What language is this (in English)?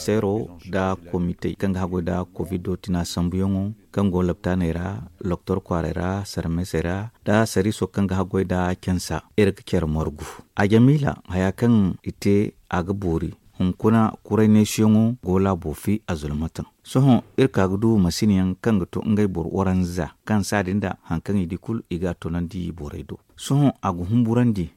Zarma